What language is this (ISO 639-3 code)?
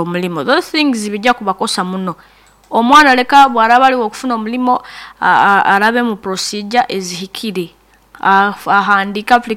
nyn